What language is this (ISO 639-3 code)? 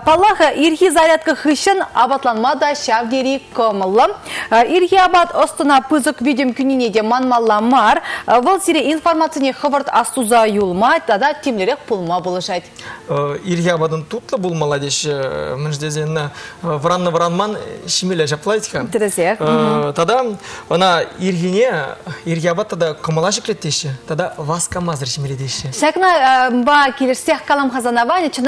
chv